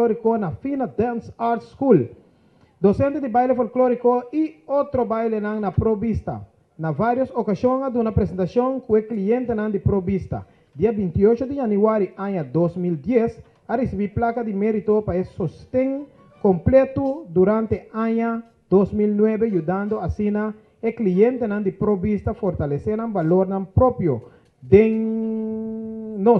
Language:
Papiamento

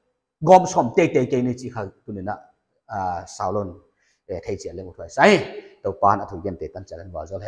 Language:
Paite Chin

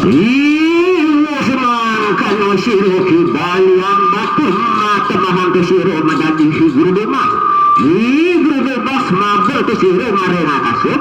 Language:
Balinese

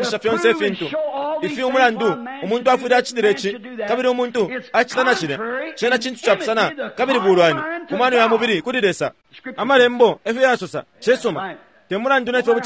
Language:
Bemba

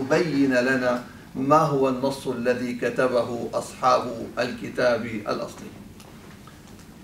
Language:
Arabic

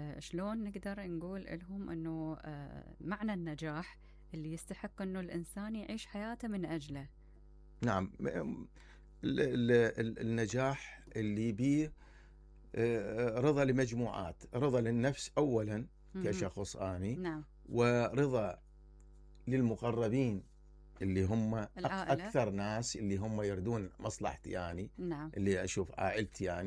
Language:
Mesopotamian Arabic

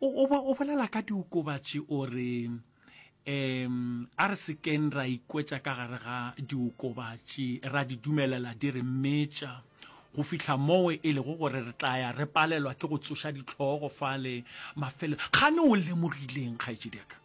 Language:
Northern Sotho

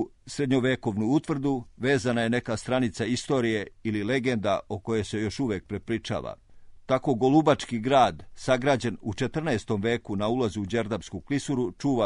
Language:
Serbian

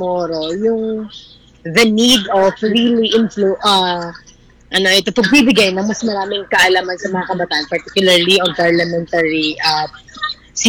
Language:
Filipino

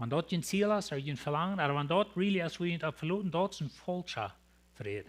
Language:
Plautdietsch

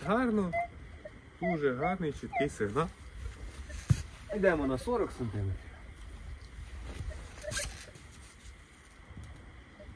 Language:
Ukrainian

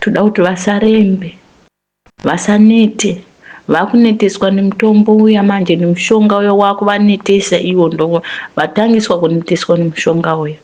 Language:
Shona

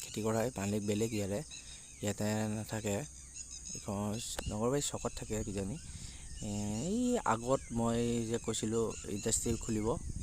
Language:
Assamese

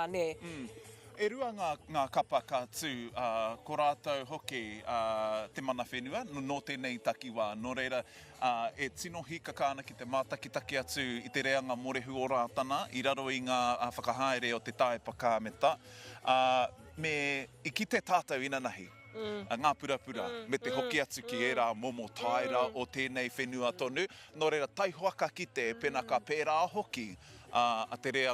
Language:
Māori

